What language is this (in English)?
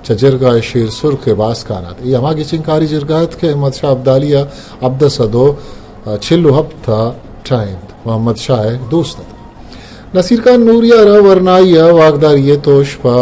Eastern Balochi